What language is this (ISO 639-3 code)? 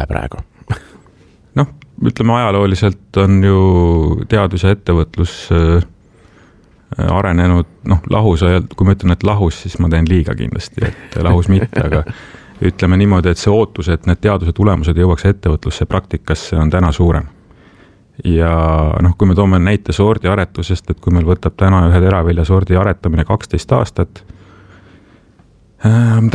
est